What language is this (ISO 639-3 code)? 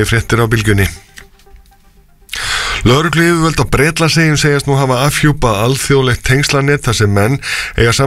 isl